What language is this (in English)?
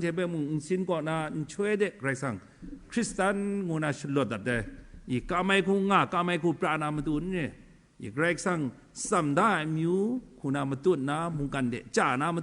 Kachin